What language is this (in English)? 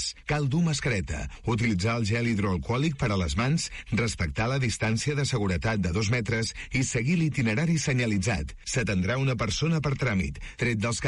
Catalan